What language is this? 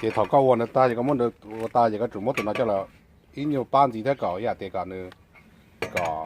Hmong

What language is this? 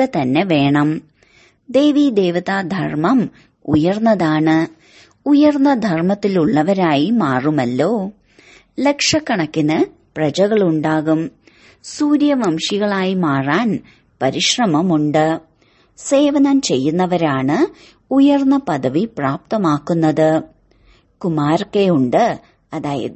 Malayalam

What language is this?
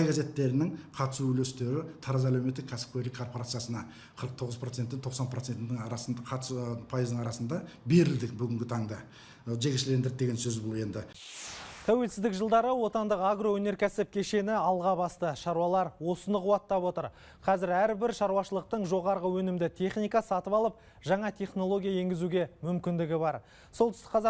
Kazakh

